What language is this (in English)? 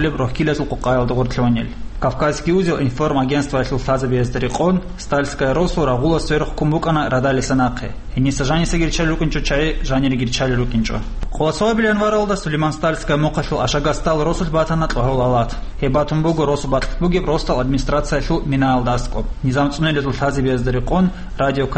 Avaric